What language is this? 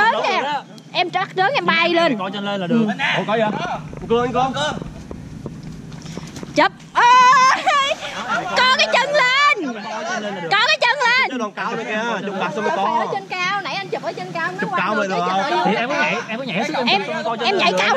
Vietnamese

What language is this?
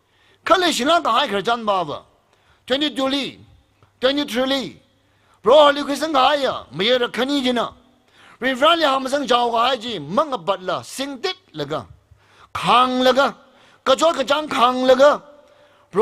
Tangkhul Naga (India)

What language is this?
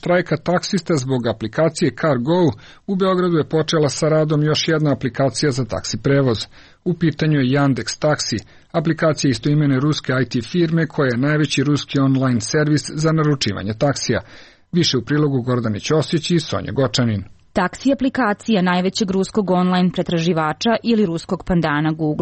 Serbian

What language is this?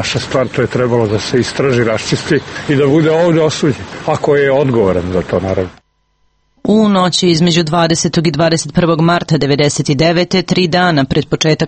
Serbian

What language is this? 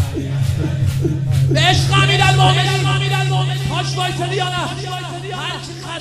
Persian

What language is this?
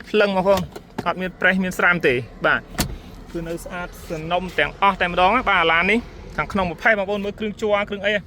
Khmer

